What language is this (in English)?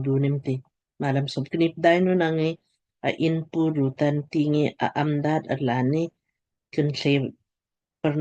Lamkang